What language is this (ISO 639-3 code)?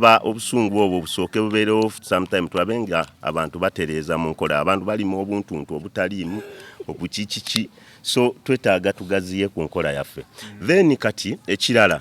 lug